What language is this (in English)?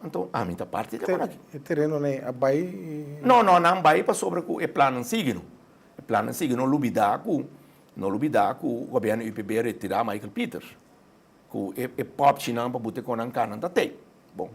Papiamento